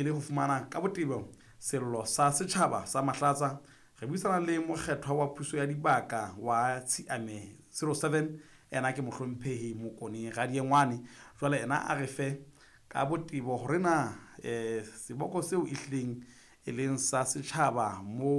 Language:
Southern Sotho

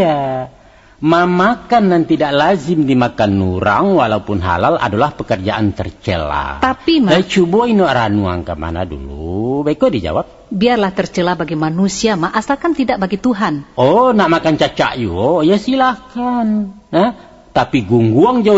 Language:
Minangkabau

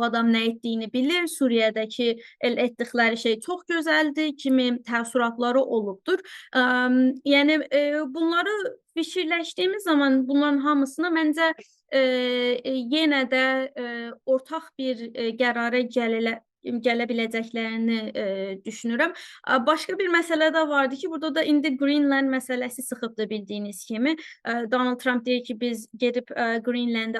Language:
Azerbaijani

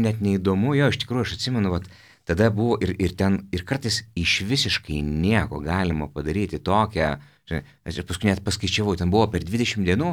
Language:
Lithuanian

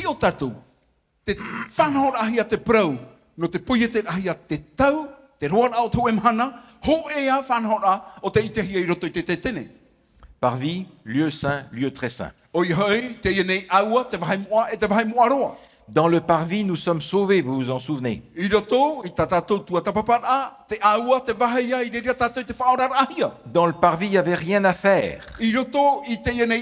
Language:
Tahitian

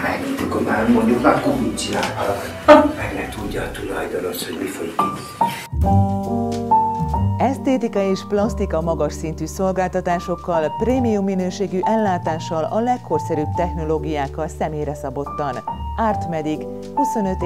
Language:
Hungarian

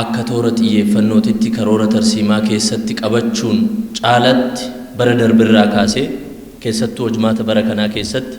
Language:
Oromo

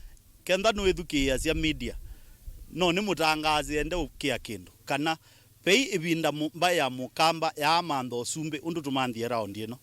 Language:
Kamba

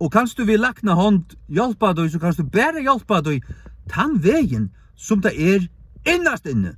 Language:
Faroese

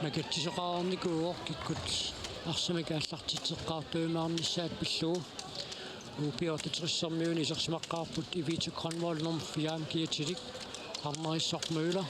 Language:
Kalaallisut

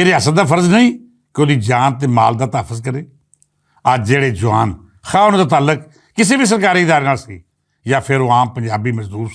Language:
Western Panjabi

